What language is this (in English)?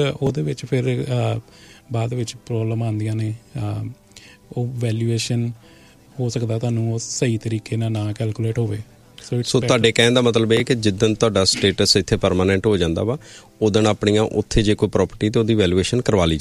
Punjabi